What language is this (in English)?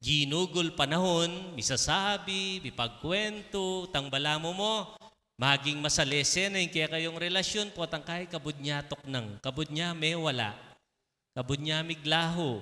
Pampanga